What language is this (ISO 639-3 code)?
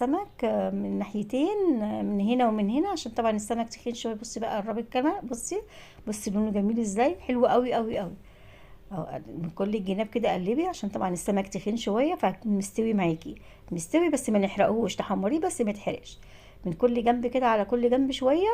arz